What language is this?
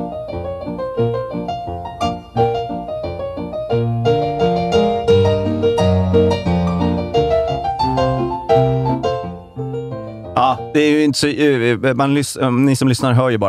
Swedish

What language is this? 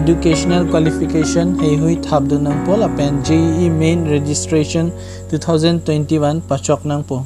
Karbi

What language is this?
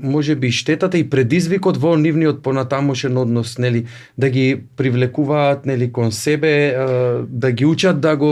Macedonian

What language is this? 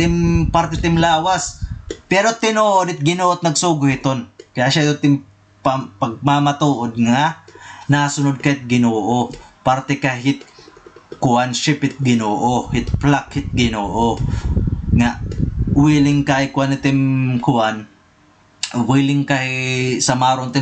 Waray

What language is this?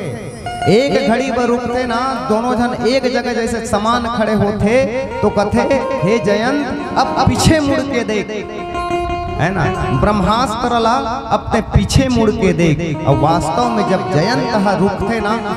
Chhattisgarhi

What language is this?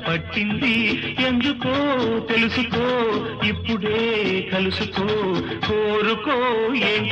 Telugu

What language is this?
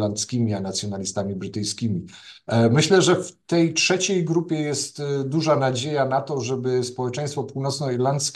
Polish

